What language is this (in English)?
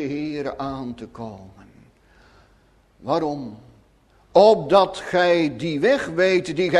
Dutch